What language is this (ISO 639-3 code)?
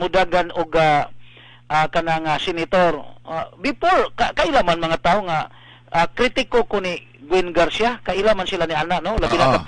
ceb